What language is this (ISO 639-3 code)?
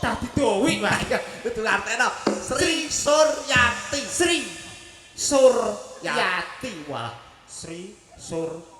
jav